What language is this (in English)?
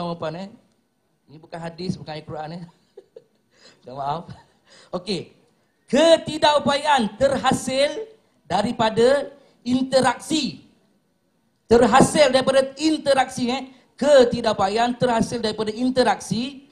Malay